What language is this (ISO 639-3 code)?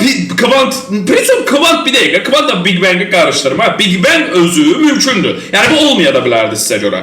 aze